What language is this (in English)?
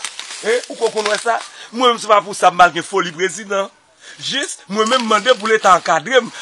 Haitian Creole